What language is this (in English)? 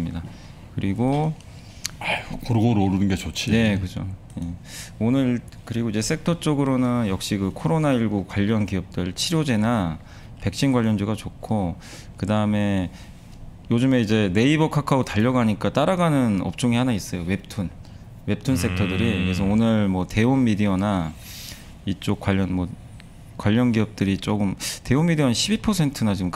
Korean